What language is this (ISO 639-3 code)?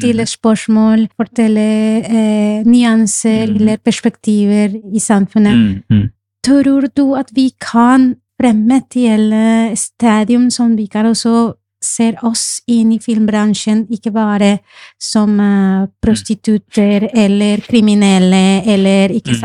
nor